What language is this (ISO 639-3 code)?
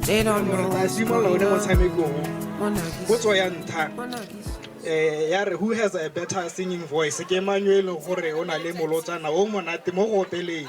tsn